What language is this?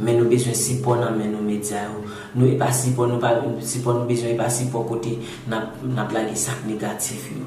Haitian Creole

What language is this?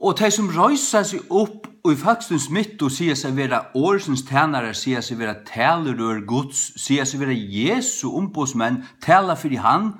Faroese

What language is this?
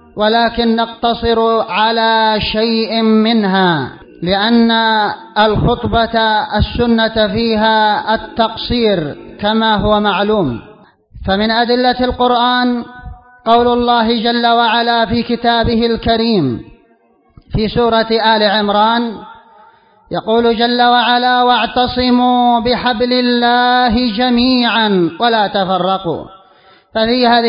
Arabic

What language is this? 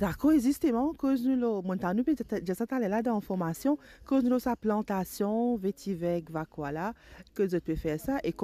Morisyen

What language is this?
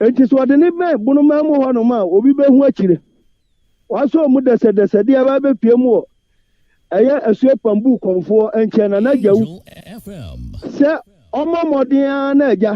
Akan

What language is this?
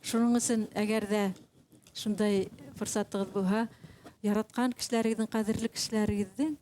Bashkir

